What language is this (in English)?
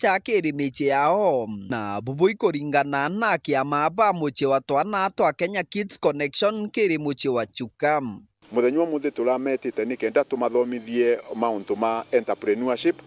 Meru